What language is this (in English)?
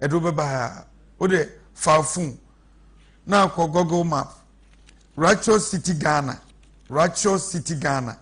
Akan